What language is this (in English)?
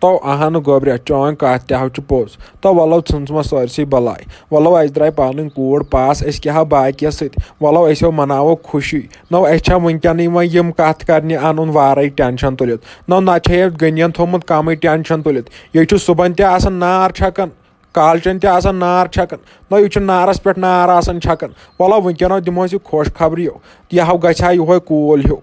Kashmiri